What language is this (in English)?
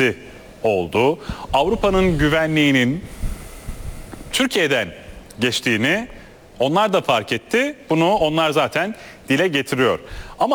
Turkish